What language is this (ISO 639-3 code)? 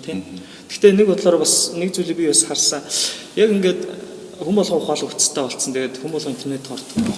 mon